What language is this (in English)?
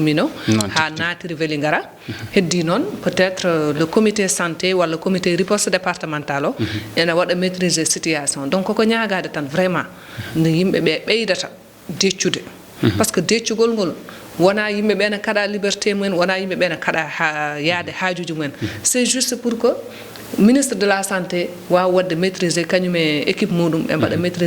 Fula